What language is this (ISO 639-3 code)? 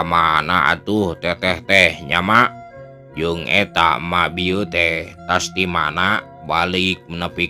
sun